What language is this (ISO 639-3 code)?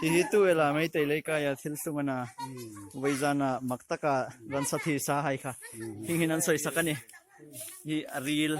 hmr